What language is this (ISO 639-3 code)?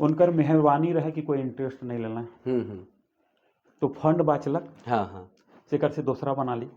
sck